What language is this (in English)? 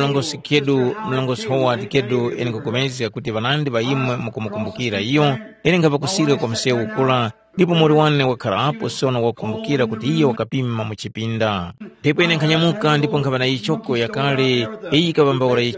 Tumbuka